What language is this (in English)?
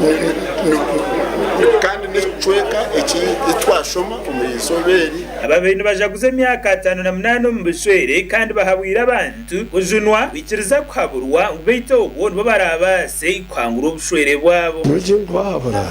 Nyankole